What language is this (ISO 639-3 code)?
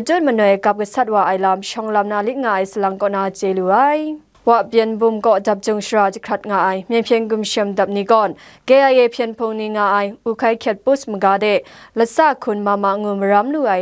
kac